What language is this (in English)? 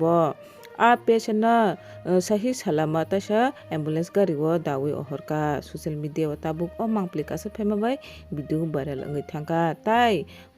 Kok Borok